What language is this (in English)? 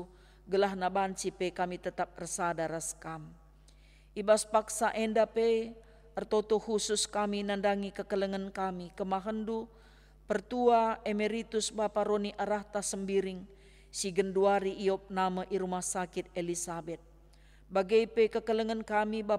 Batak Karo